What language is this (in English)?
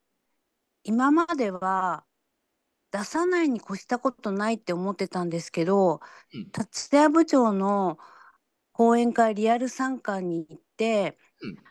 Japanese